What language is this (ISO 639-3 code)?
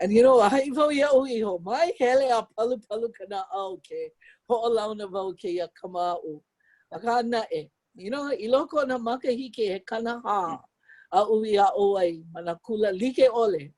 haw